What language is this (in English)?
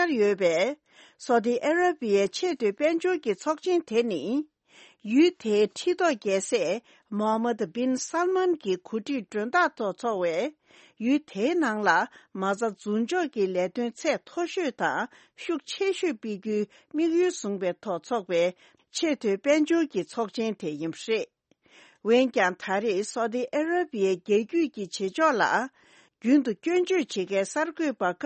Tibetan